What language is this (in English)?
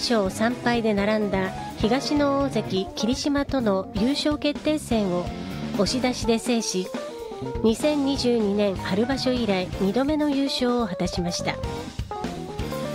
Japanese